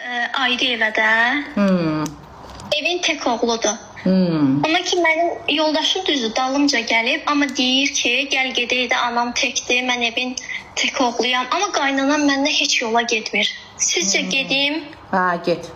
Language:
Azerbaijani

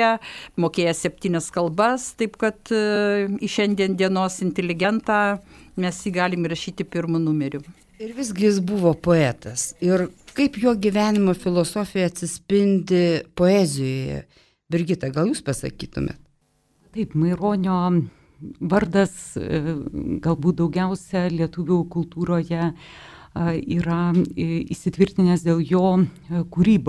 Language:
Lithuanian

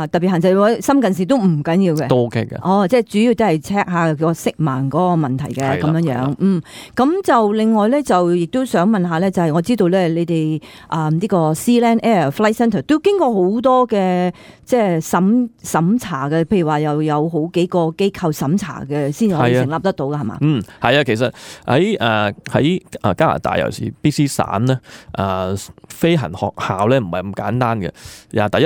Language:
Cantonese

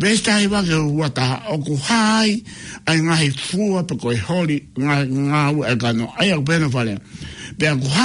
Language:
Tongan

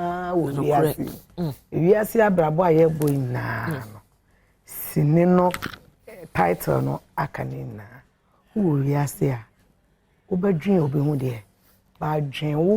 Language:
Akan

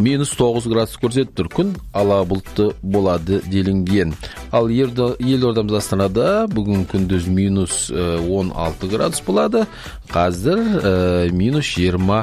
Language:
Kazakh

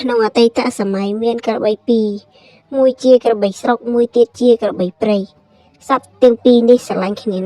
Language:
Khmer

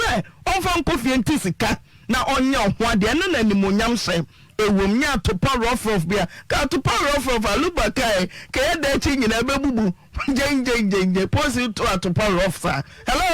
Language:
Akan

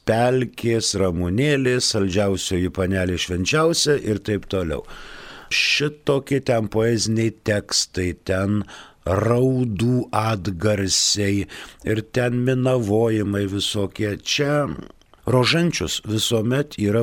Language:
Lithuanian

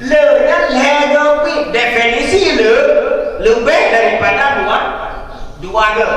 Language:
Achinese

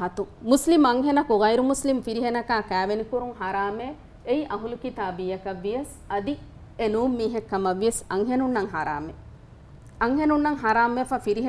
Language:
Divehi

